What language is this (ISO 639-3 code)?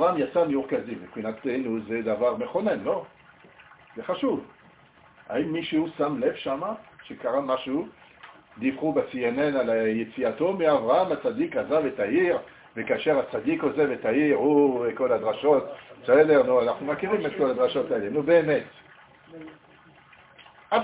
heb